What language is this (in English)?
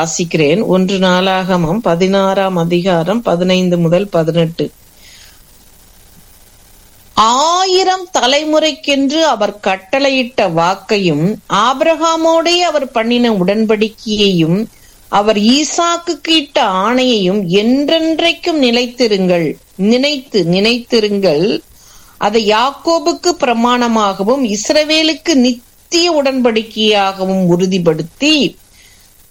Tamil